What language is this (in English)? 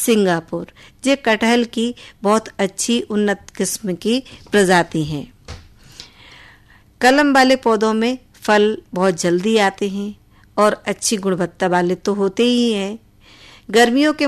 Hindi